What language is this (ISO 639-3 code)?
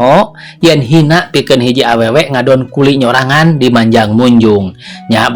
sun